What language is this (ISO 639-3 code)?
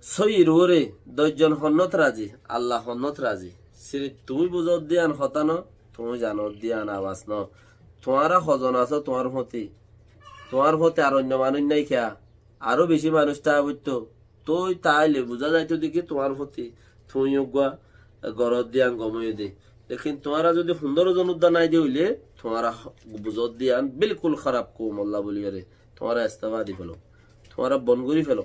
rhg